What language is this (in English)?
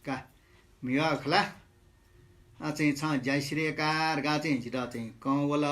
Newari